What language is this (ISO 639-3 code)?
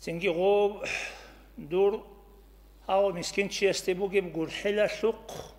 ava